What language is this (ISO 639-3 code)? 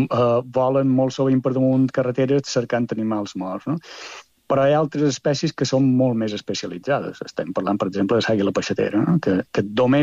cat